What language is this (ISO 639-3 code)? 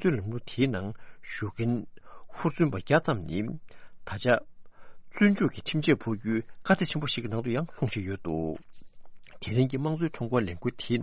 bod